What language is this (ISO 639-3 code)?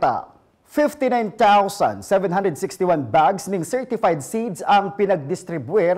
bik